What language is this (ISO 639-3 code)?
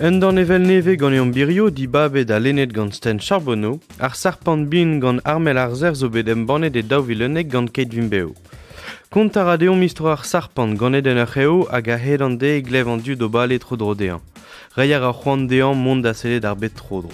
bre